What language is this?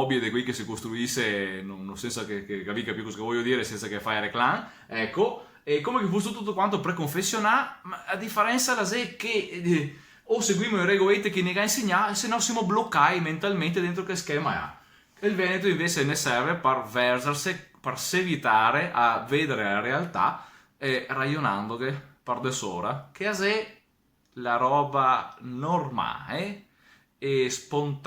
Venetian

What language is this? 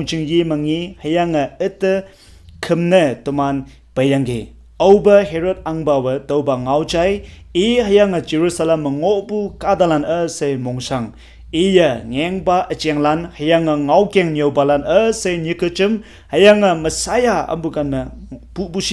Konyak Naga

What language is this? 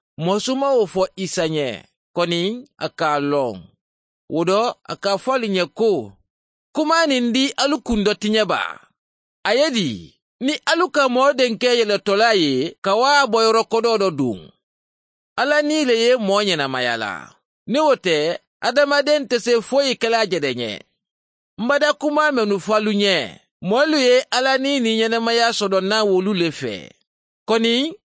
Mandingo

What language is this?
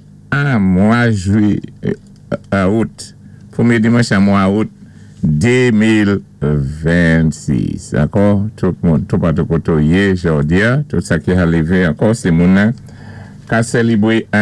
Saint Lucian Creole French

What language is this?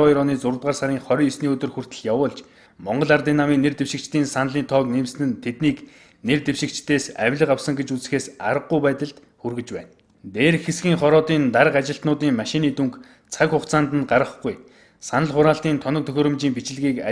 Mongolian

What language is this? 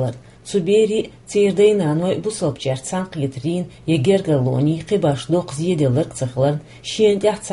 Chechen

